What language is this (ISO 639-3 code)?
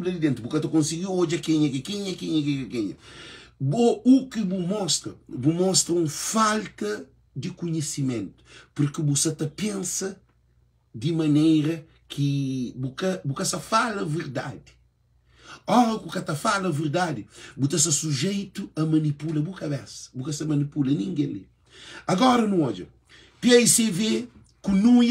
kea